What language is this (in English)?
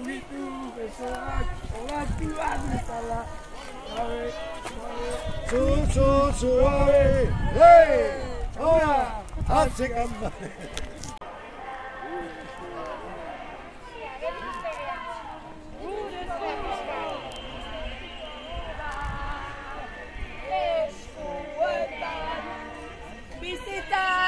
Basque